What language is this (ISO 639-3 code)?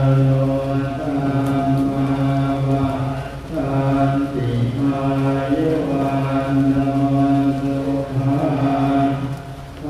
pli